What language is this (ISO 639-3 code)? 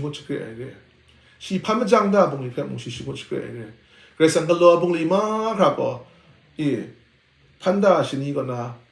kac